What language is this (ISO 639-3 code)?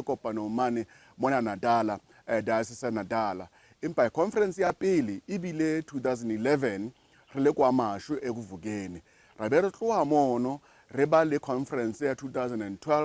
sot